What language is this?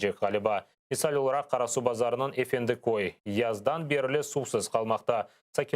Crimean Tatar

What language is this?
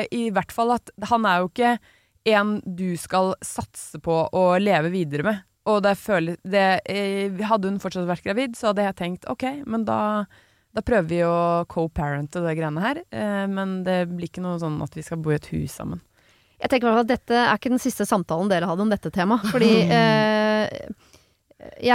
Norwegian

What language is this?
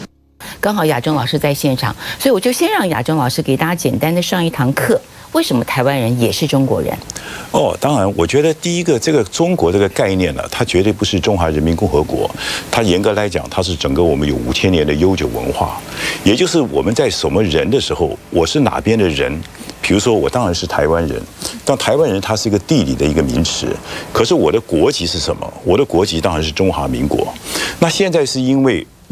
Chinese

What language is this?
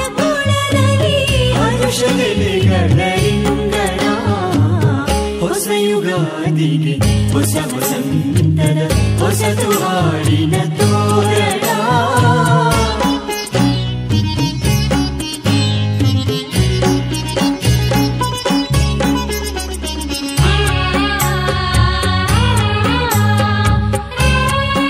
Kannada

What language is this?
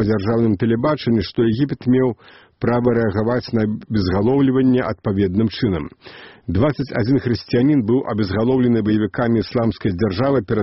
Belarusian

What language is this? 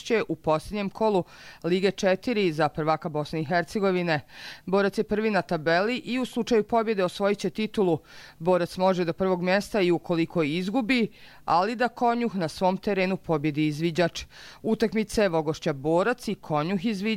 Serbian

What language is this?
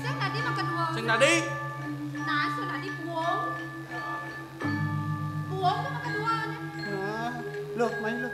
Balinese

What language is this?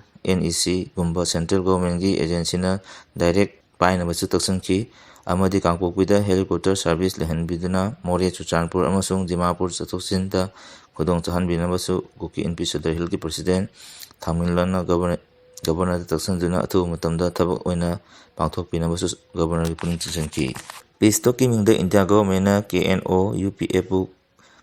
Manipuri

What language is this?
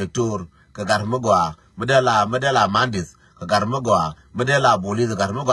Nuer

